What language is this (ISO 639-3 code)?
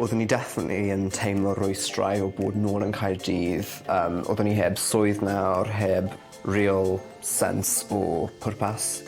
cym